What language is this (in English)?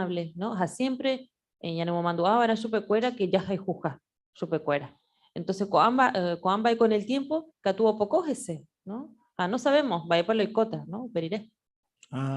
Guarani